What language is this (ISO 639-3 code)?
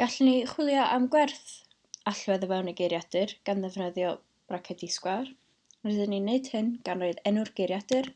cym